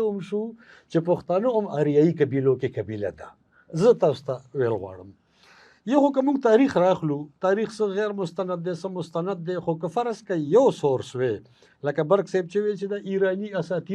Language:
Pashto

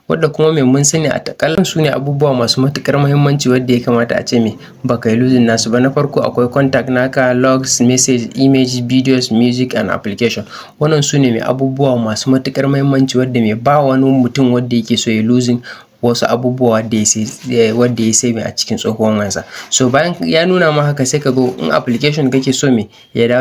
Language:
Hausa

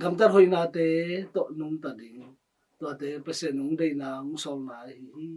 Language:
Tedim Chin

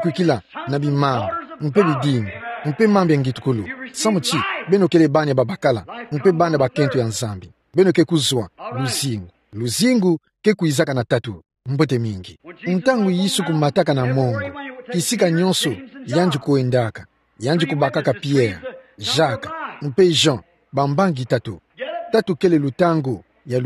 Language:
Kituba (Democratic Republic of Congo)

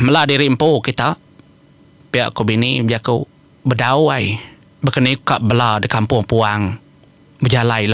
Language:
Iban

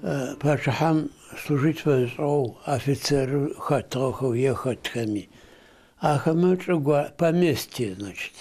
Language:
Adyghe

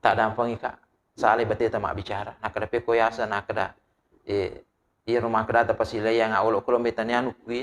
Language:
Buginese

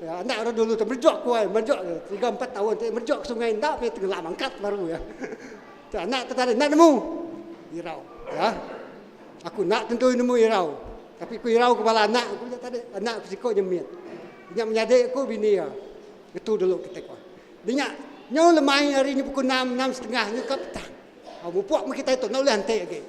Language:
Iban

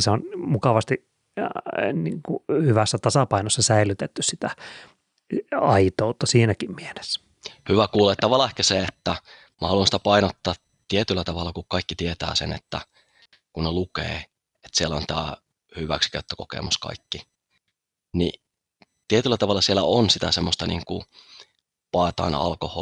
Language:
Finnish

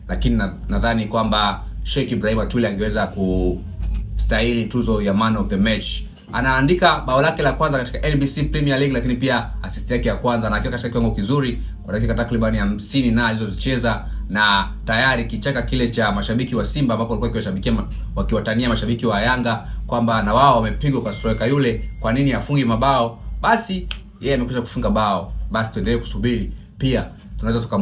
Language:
Swahili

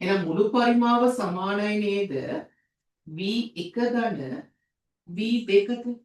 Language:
Sinhala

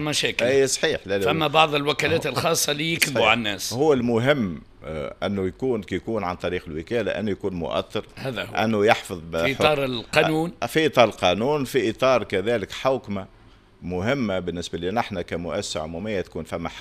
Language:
Tunisian Arabic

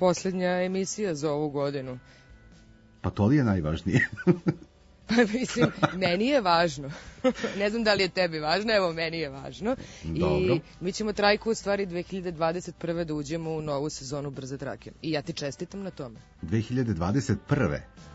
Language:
Serbian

